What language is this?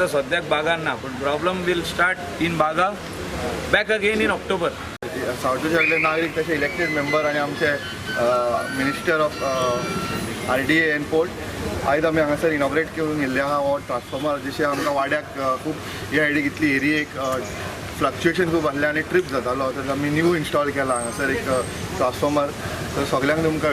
Konkani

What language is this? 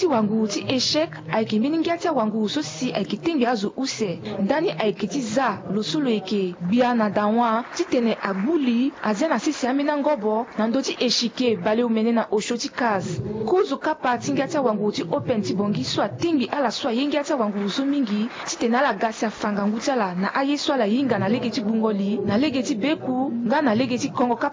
Sango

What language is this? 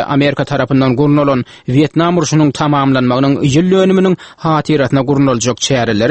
Turkmen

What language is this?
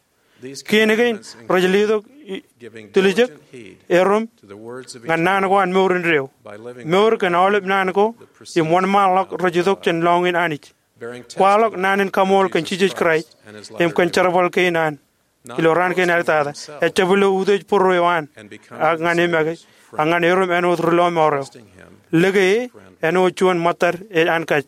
Marshallese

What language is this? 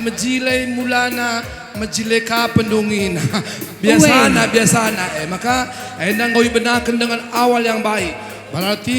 Batak Karo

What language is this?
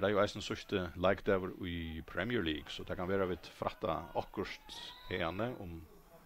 Faroese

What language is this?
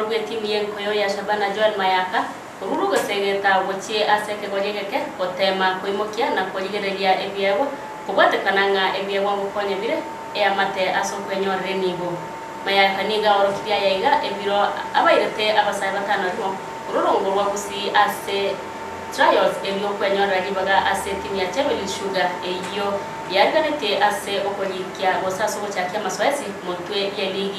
Gusii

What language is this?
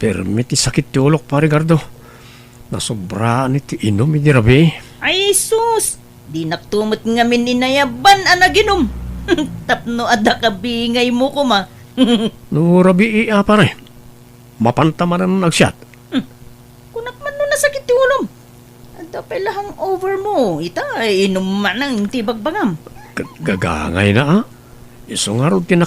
Iloko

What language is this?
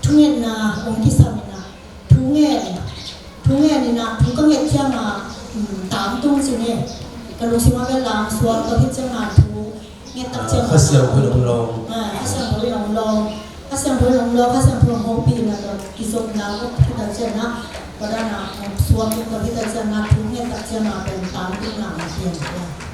Tedim Chin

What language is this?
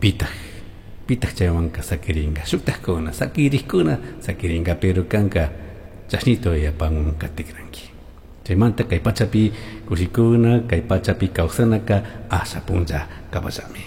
Chimborazo Highland Quichua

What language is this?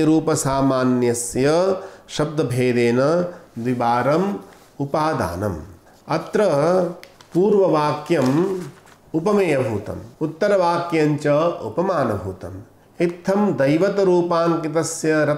Sanskrit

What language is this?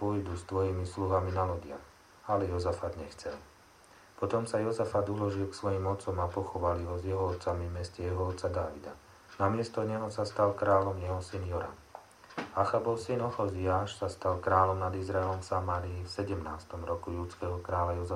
Slovak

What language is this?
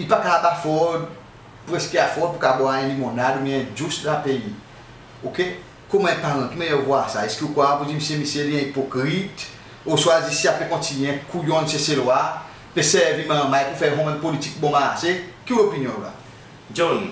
Seselwa Creole French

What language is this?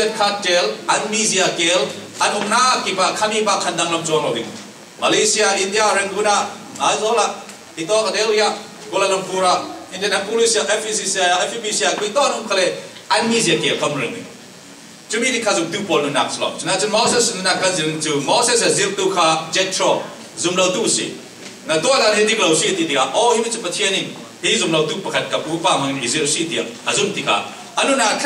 Falam Chin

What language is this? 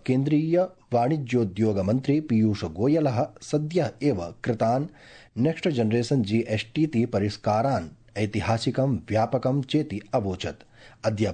Sanskrit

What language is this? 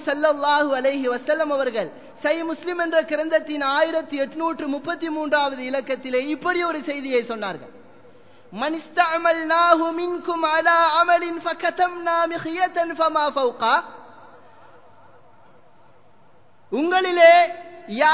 Tamil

